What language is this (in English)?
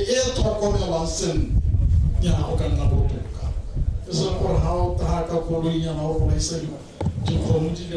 Tswana